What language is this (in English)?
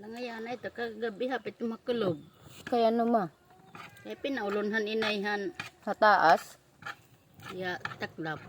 Waray